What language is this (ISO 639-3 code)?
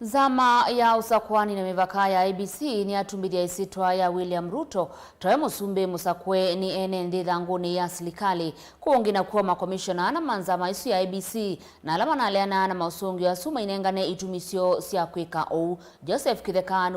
kam